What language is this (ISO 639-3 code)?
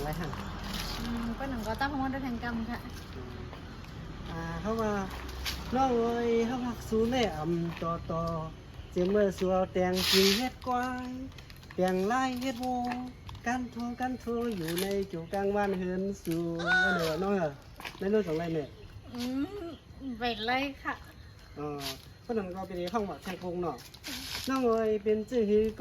shn